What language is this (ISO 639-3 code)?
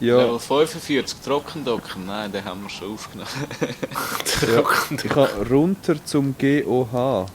gsw